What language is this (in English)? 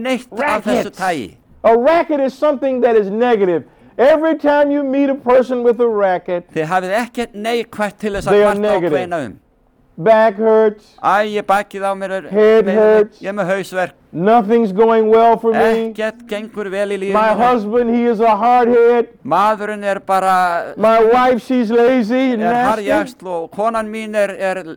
Icelandic